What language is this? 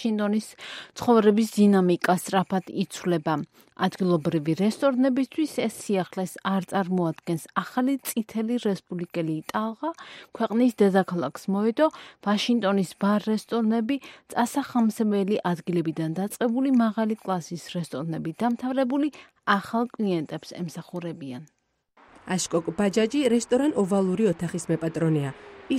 Georgian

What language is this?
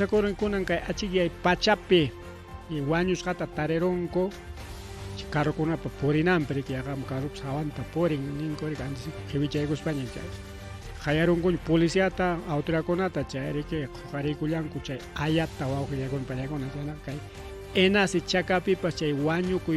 Ayacucho Quechua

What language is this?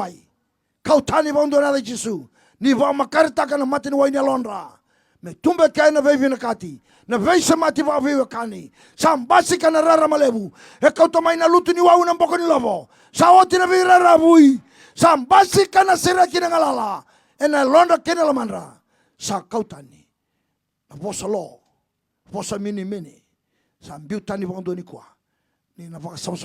Fijian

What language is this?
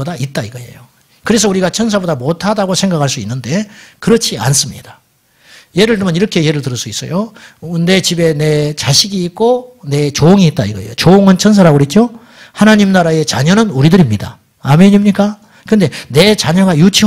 Korean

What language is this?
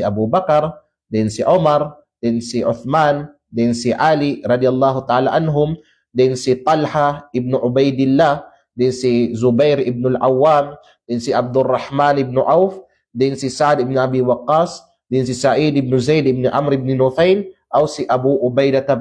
Kalagan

